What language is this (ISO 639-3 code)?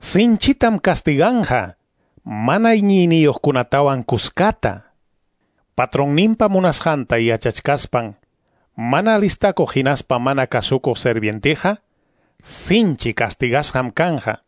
que